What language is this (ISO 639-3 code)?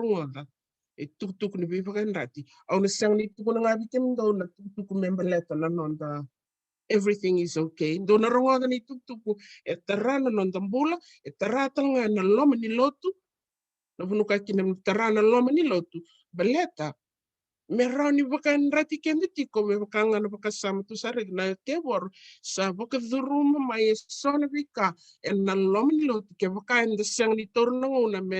fij